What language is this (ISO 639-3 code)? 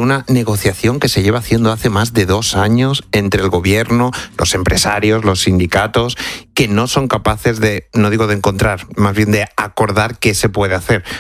spa